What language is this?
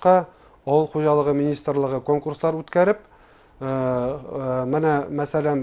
Bashkir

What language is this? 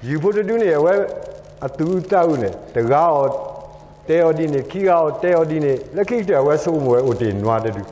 S'gaw Karen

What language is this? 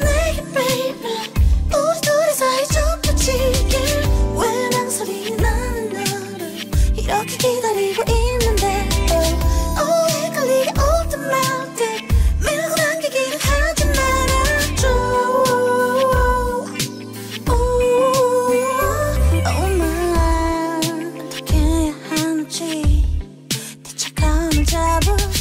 Korean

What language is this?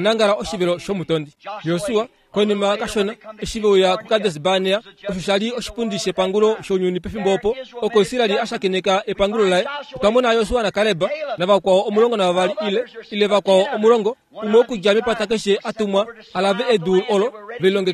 Kuanyama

